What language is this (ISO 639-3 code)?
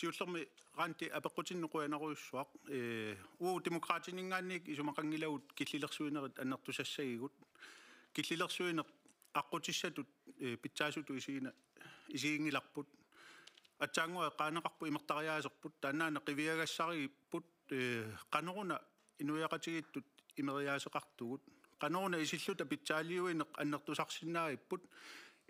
kal